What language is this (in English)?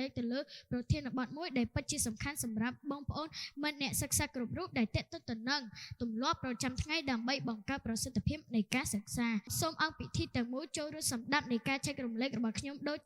Khmer